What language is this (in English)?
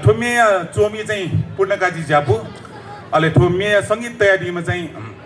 Newari